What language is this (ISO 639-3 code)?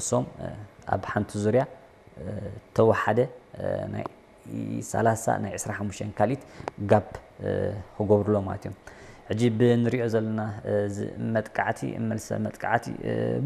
tir